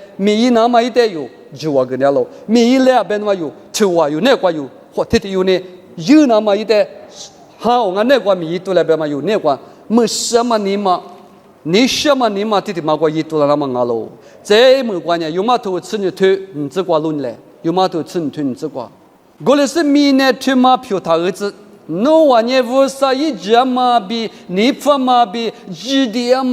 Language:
Lisu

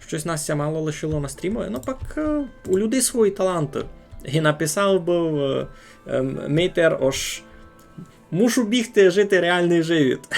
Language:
Rusyn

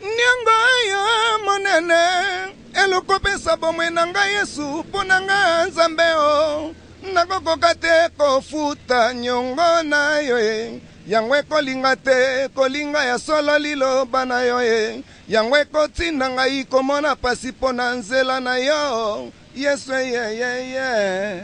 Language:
Lingala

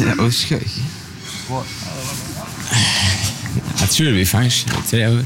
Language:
Norwegian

